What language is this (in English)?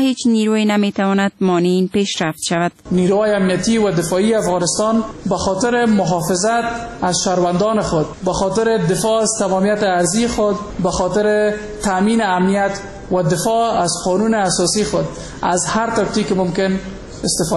Persian